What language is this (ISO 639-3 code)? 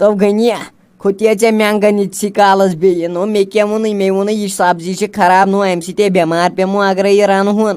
kas